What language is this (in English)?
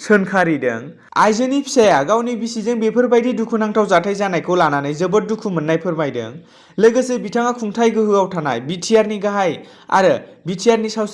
Bodo